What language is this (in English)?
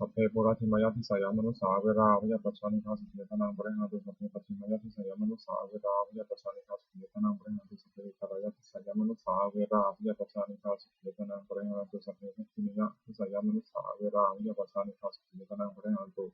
Pali